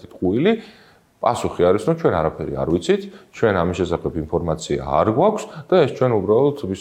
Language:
Georgian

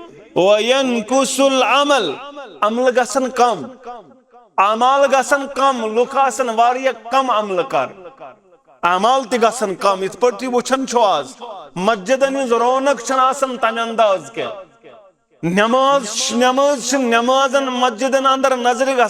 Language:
Kashmiri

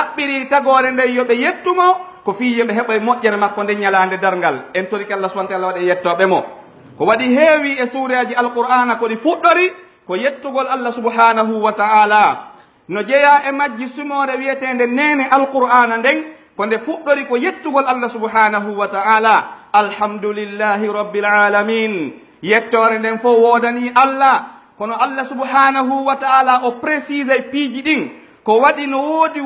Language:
Pular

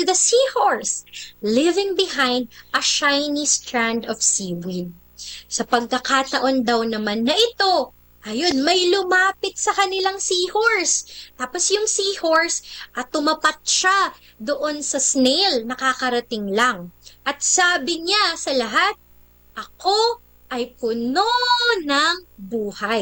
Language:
Filipino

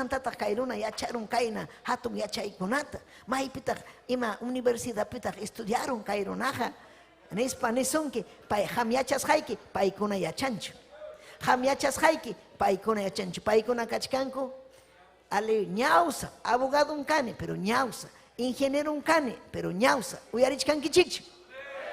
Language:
Ayacucho Quechua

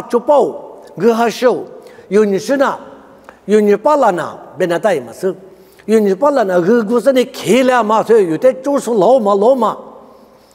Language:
Lisu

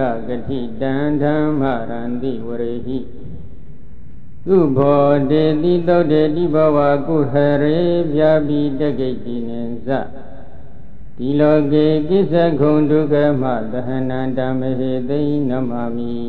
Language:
Burmese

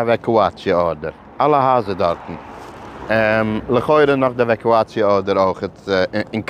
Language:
Yiddish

